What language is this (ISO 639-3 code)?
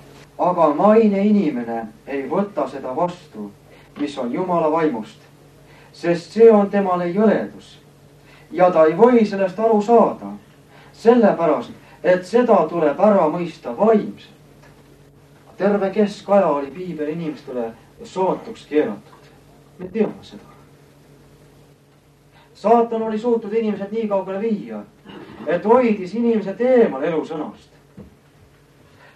est